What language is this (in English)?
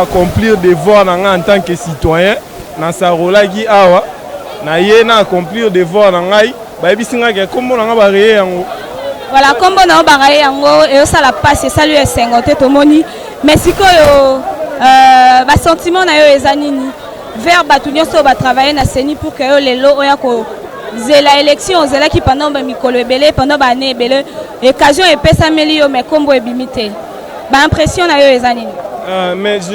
Lingala